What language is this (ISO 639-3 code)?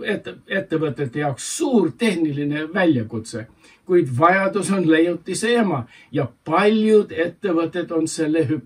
est